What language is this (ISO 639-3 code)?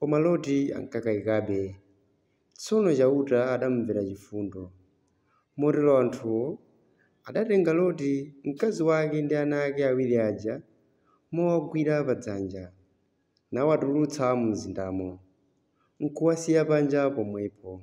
nya